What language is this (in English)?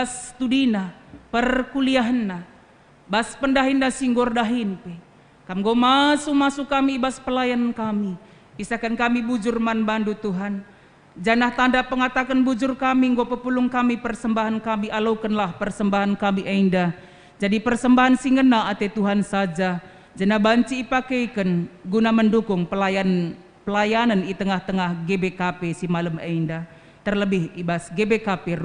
Batak Karo